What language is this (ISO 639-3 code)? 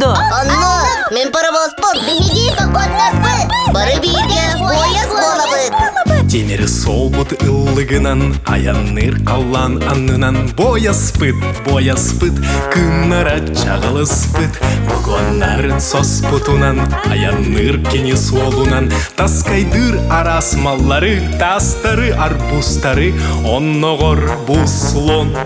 sah